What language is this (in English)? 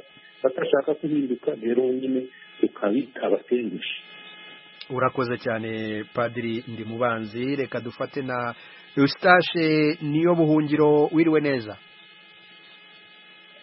Kinyarwanda